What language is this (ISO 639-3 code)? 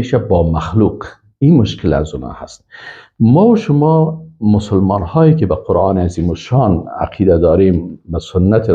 fas